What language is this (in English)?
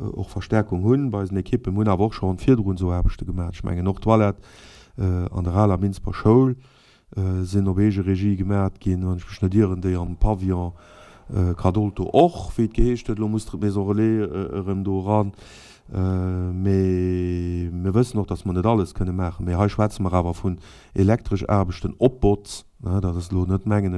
Luxembourgish